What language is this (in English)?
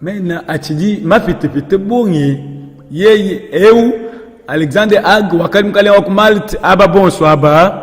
Luba-Lulua